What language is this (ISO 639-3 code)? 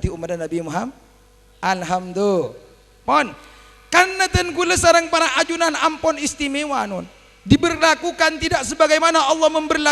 mad